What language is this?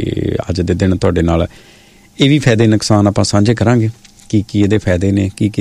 Punjabi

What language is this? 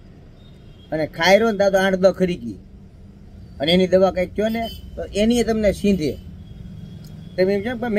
Gujarati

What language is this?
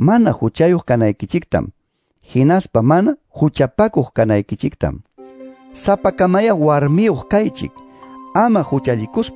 Quechua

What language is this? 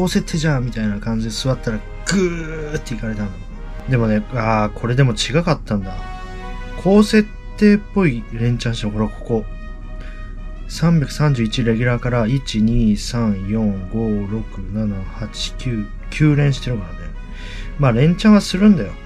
Japanese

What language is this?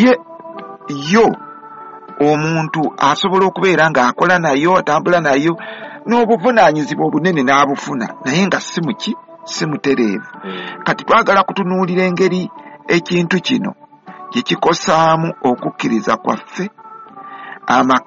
Ganda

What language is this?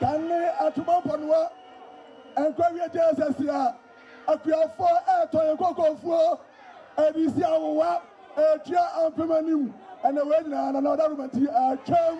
Akan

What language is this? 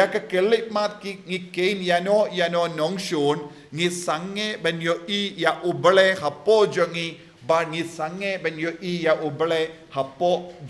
Khasi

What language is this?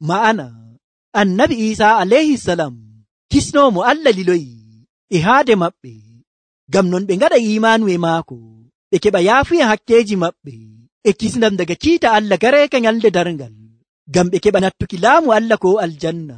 Nigerian Fulfulde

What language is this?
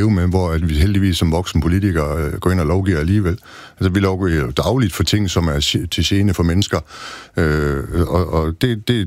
Danish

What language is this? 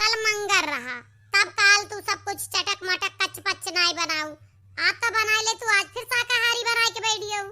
Awadhi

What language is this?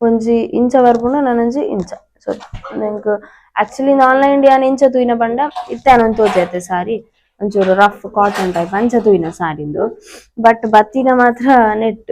Tulu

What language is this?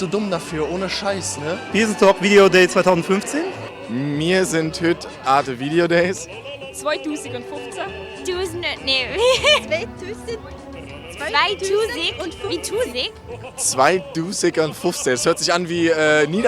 Swiss German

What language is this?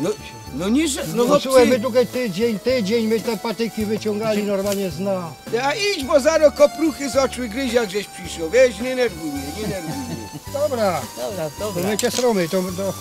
Silesian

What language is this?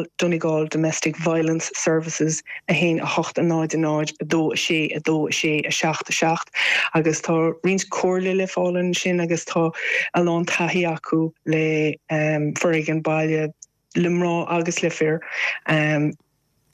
Irish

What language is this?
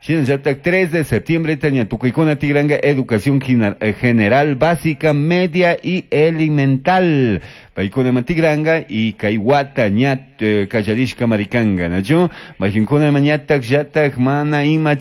Chimborazo Highland Quichua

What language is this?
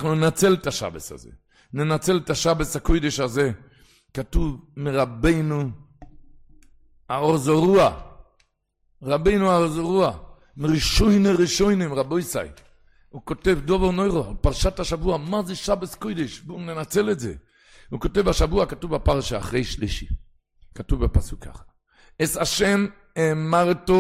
Hebrew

